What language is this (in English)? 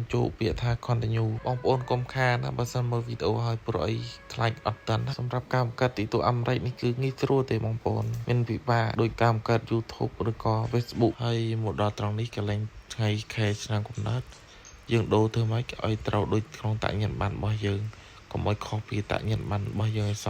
Khmer